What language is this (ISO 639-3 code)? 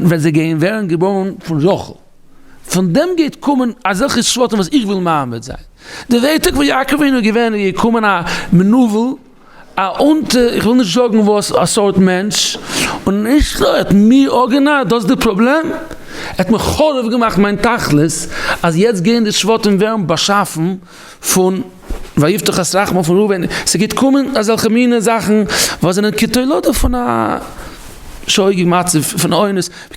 yid